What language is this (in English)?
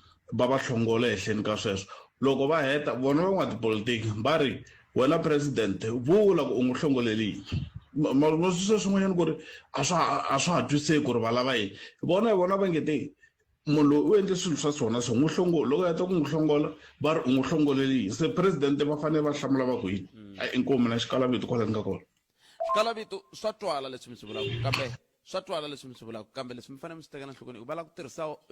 Tsonga